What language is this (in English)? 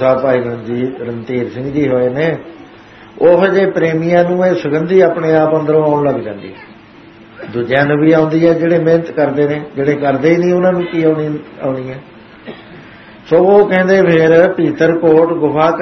Punjabi